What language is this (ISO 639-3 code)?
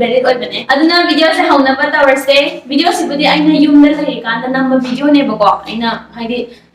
mni